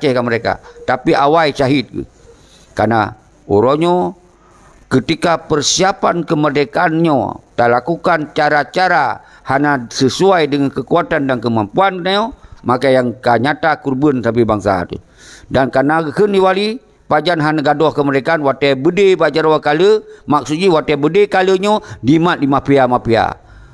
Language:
Achinese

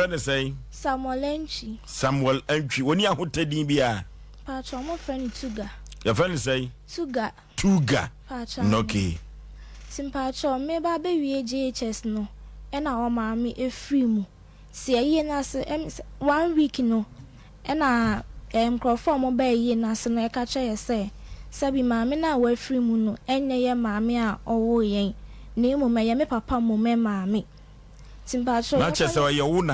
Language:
Akan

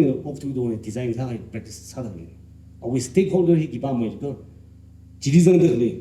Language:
Tangkhul Naga (India)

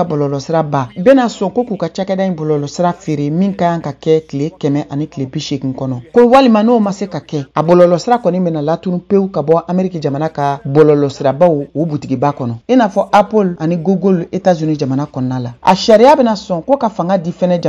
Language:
Bambara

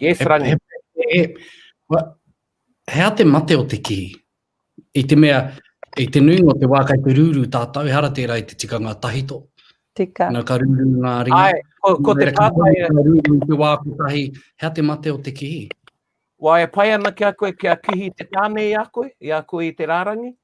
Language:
Māori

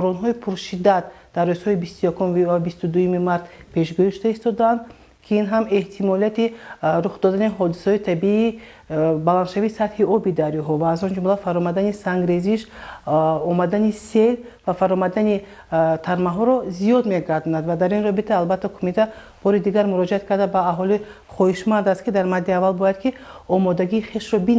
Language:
Tajik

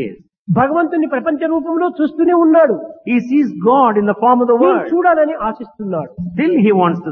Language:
Telugu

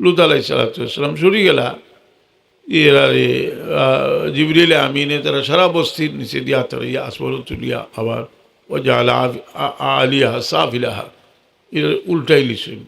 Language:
Sylheti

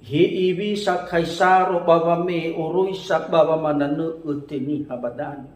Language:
Nias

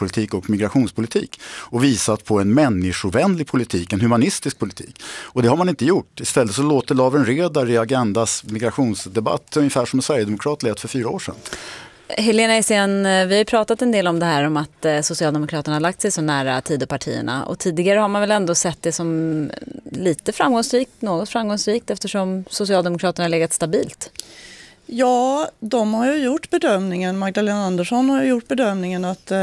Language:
Swedish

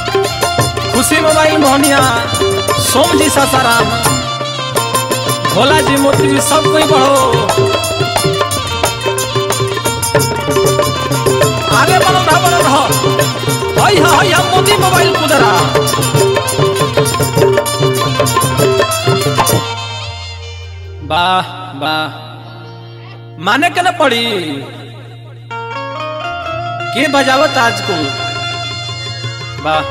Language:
Bhojpuri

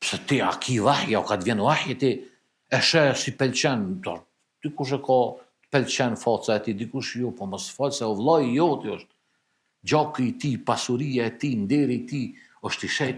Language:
Albanian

